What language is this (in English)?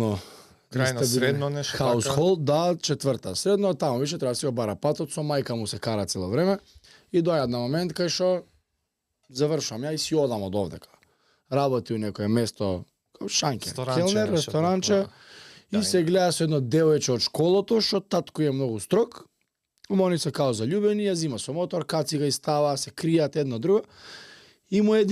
Macedonian